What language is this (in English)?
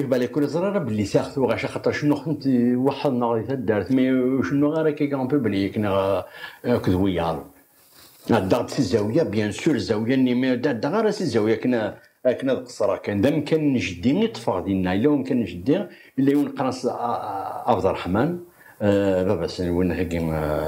Kabyle